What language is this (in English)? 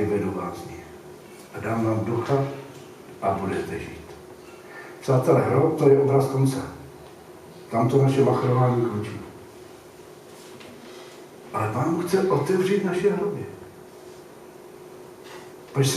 Czech